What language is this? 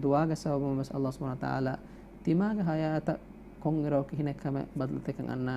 Divehi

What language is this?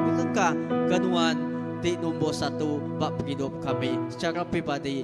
Iban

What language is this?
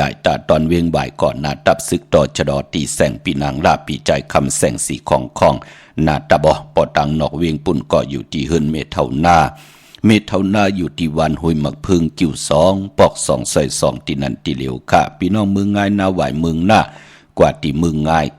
Shan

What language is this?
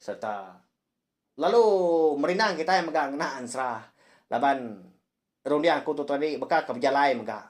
Iban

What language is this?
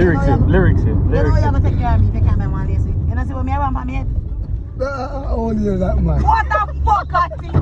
Jamaican Creole English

